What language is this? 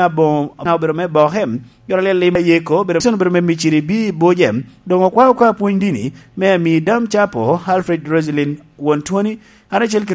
Lango (Uganda)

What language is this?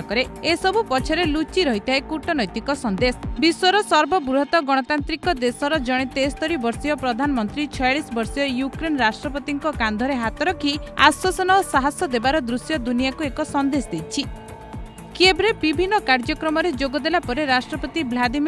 Odia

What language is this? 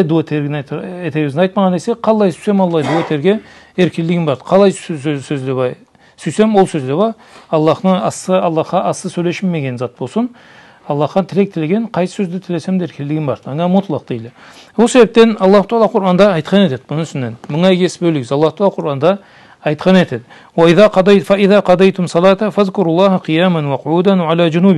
Karachay-Balkar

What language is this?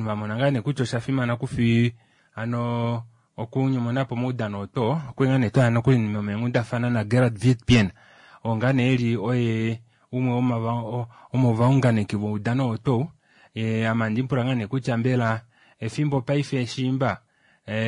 Kuanyama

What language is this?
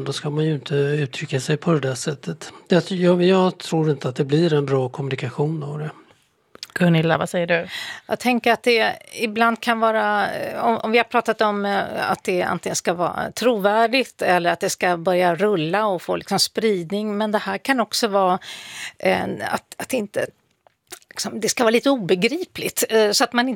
Swedish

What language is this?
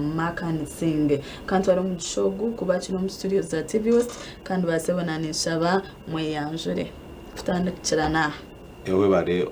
Nyankole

